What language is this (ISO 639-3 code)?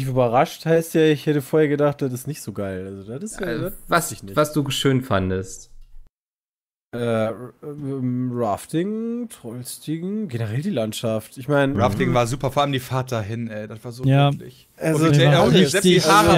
deu